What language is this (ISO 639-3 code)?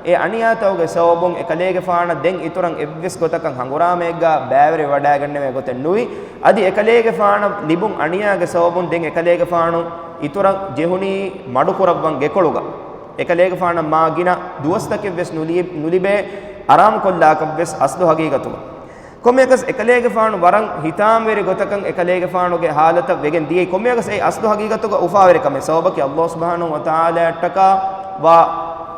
div